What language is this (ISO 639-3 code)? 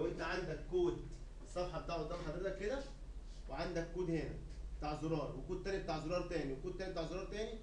arz